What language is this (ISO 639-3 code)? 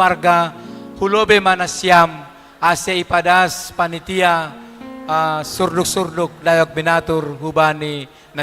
bts